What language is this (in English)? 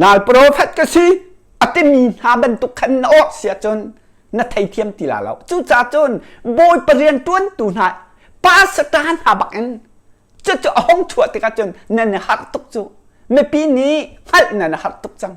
Hakha Chin